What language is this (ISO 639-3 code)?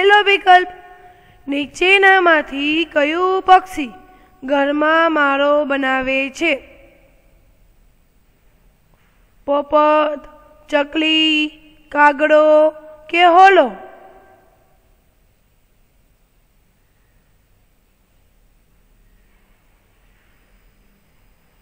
guj